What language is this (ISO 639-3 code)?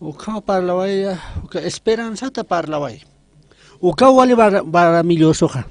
aym